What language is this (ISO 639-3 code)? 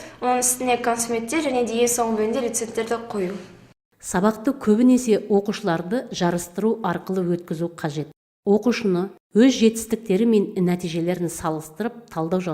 kaz